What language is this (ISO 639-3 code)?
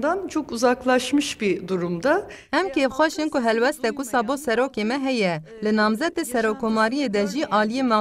kur